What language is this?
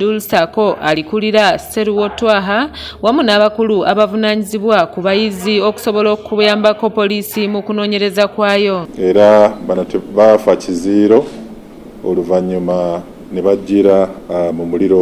Ganda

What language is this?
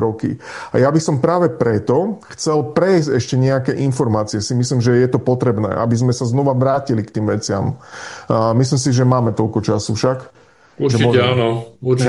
Slovak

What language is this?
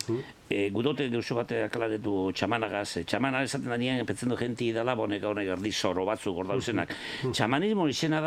Basque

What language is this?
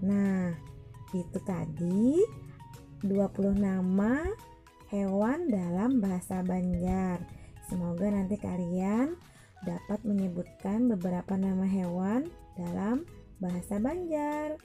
Banjar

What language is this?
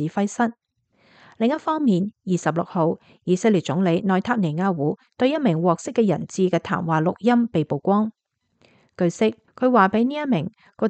Cantonese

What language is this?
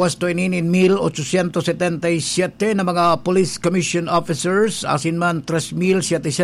Bikol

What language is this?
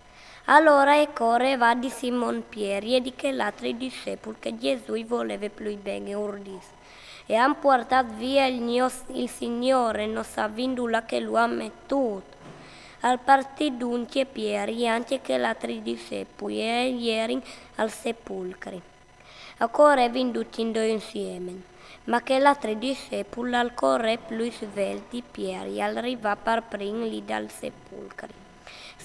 Friulian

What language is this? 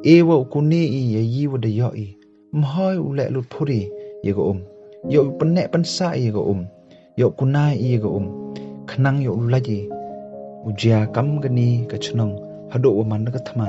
Pnar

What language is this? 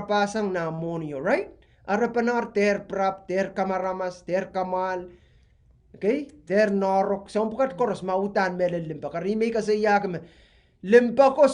Pohnpeian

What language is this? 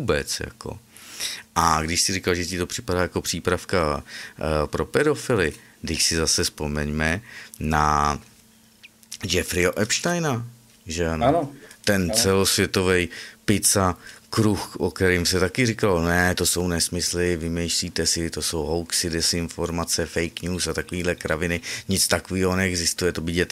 Czech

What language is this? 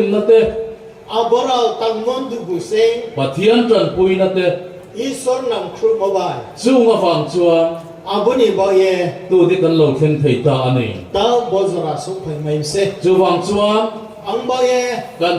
Riang (India)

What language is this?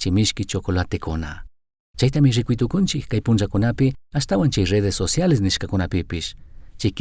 Chimborazo Highland Quichua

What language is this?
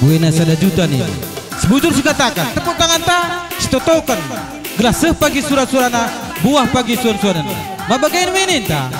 Batak Karo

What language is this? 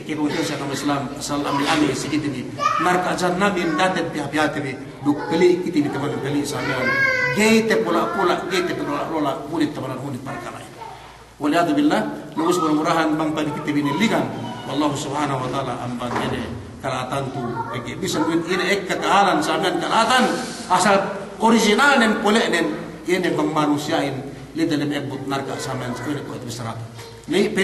Yakan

